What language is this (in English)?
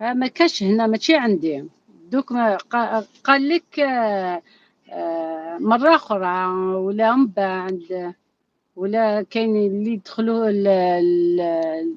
Algerian Arabic